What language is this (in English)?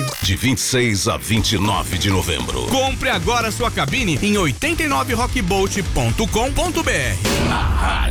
Portuguese